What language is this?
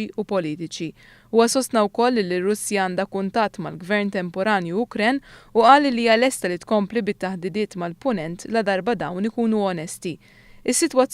Maltese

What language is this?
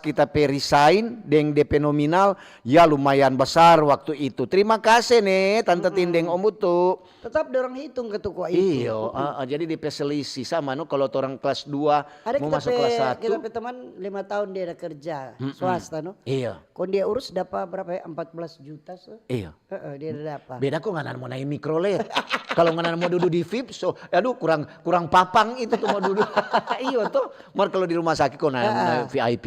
Manado Malay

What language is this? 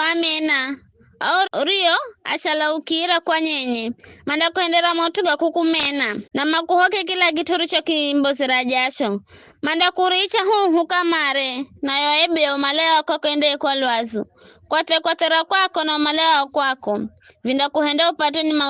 Giryama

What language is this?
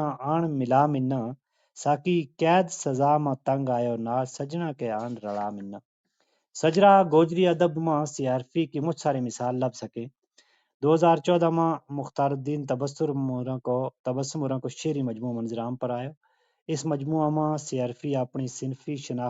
Gujari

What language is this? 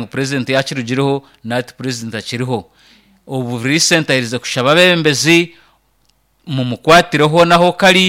Nyankole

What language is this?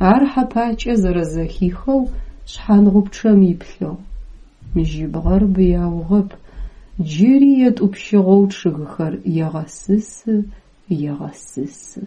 Adyghe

